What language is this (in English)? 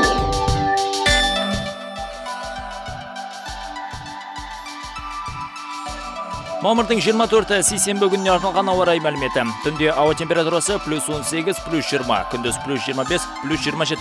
Kazakh